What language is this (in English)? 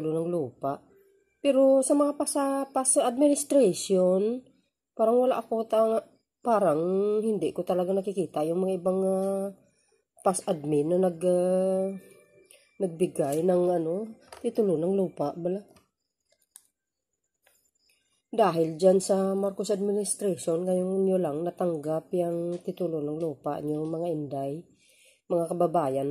Filipino